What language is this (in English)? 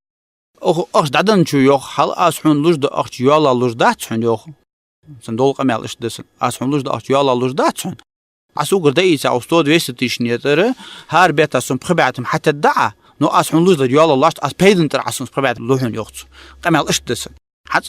Ingush